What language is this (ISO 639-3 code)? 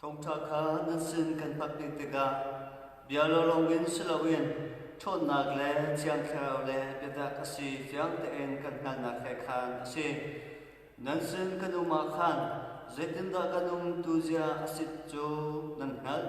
cnh